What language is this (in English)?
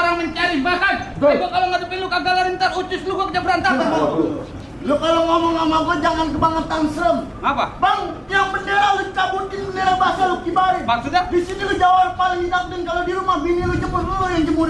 Betawi